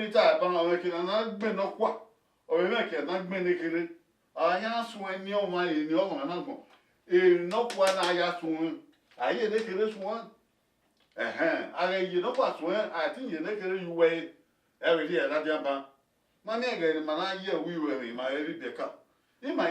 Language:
Bini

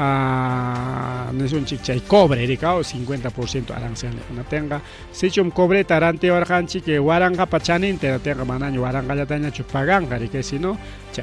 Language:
Ayacucho Quechua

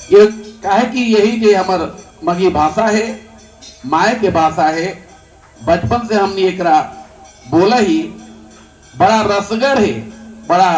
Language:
Magahi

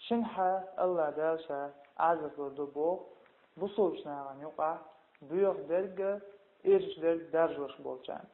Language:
Chechen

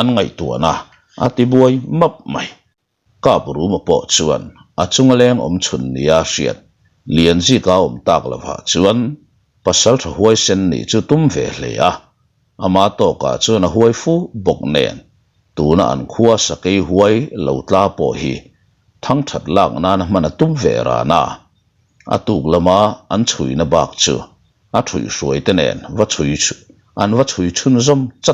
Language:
Mizo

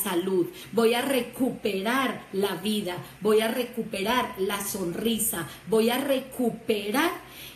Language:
Spanish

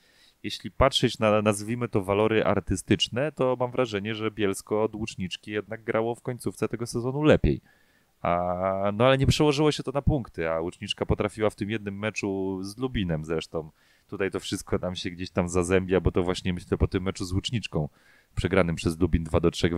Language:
Polish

